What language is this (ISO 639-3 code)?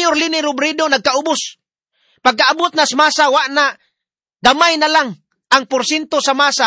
ceb